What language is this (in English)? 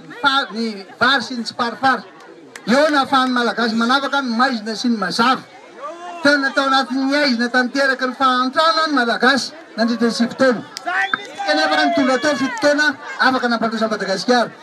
Malagasy